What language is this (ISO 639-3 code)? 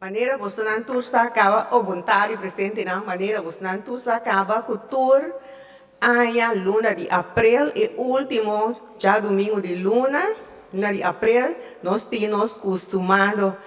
pap